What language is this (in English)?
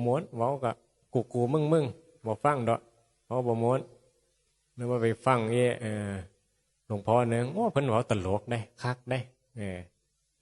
Northeastern Thai